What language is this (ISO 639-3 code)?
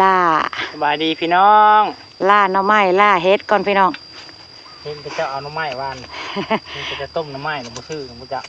lao